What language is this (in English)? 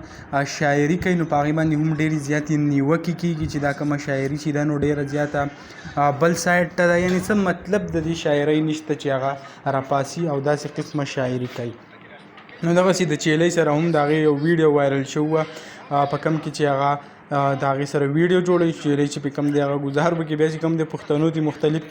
Pashto